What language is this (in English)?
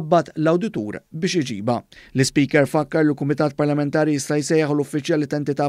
Maltese